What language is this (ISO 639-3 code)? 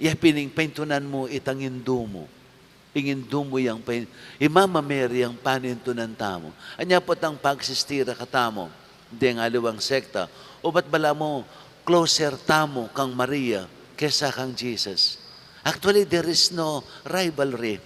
pam